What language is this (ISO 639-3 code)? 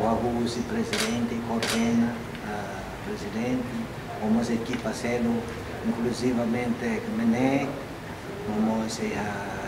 tet